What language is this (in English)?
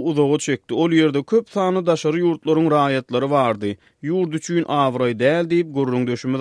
Turkmen